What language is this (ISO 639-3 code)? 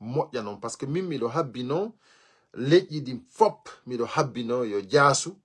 ful